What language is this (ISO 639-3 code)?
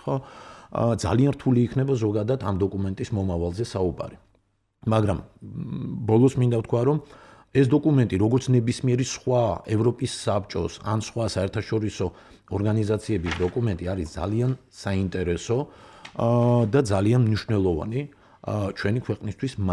kat